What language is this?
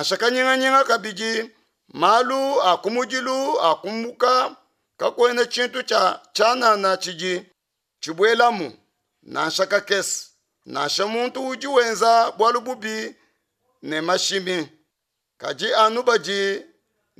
Luba-Lulua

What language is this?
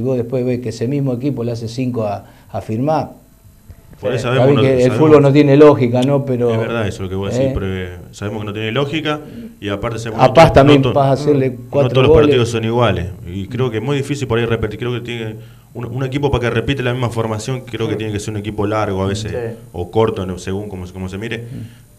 Spanish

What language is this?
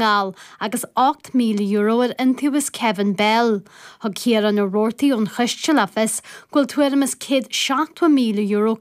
Irish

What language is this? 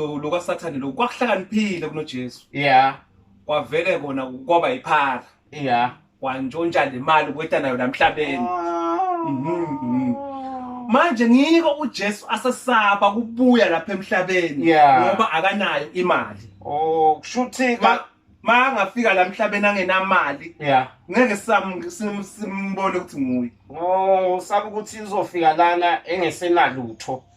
Zulu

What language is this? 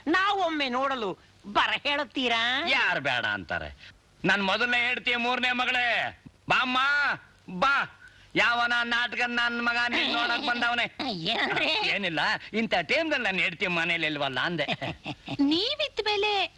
Kannada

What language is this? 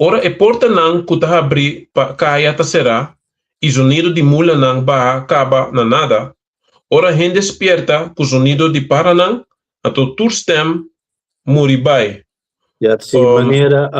Papiamento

